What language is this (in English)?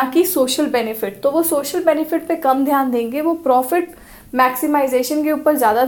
Hindi